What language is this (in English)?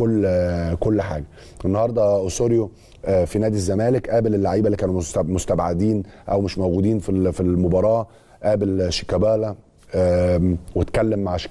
Egyptian Arabic